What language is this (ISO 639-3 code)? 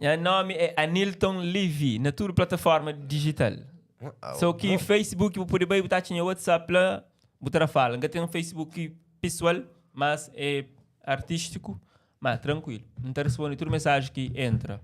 kea